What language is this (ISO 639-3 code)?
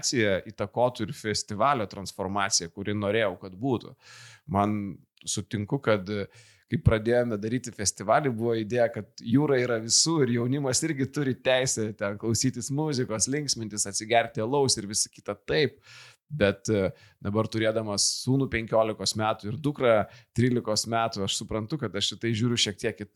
lit